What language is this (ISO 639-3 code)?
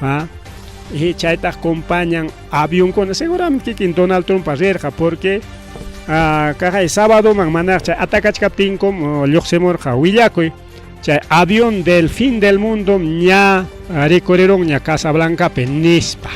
quy